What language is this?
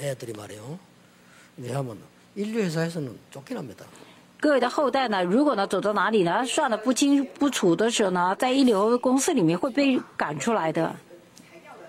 Korean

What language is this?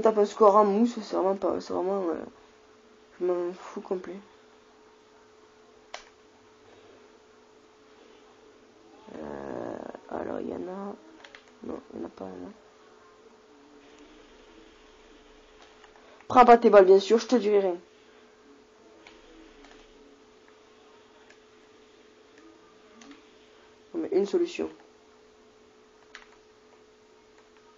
French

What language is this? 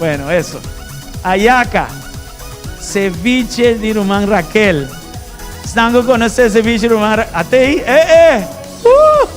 Papiamento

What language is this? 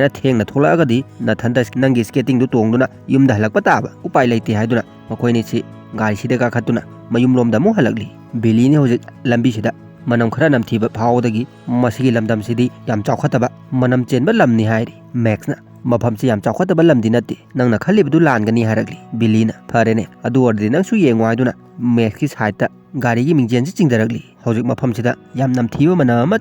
Manipuri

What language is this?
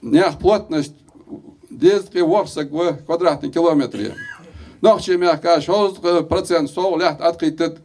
Ingush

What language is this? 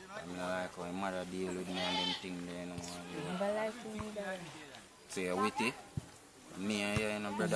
Jamaican Creole English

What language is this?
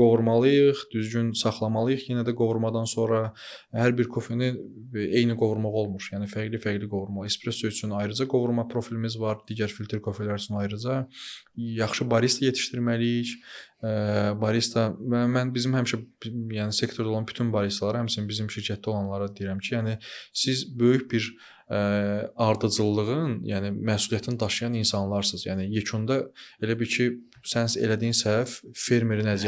Azerbaijani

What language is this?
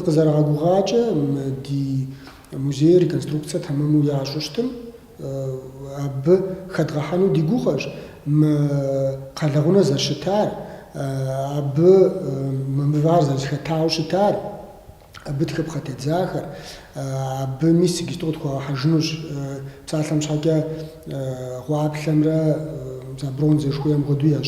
Kabardian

